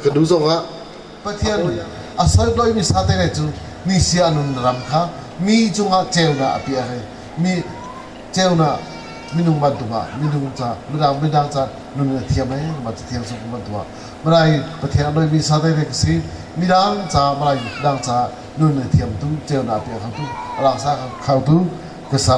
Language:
Hakha Chin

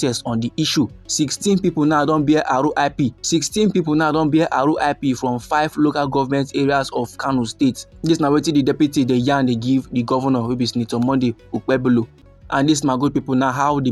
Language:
Nigerian Pidgin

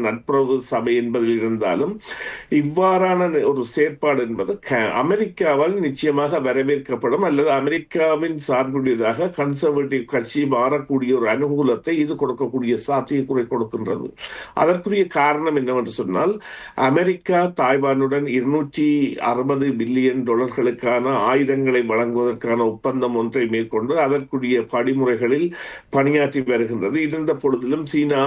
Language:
Tamil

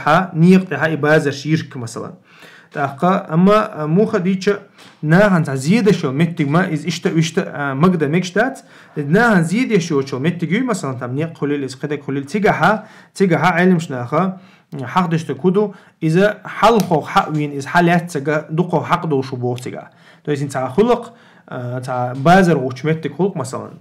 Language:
Chechen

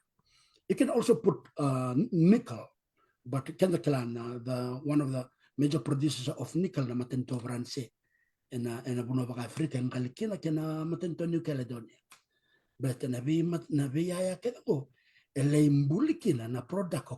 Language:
Fijian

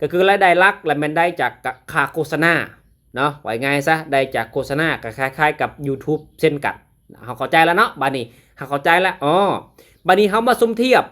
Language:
Lao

